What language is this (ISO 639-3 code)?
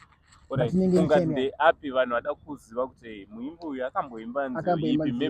sna